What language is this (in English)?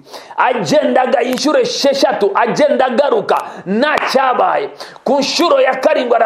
Kinyarwanda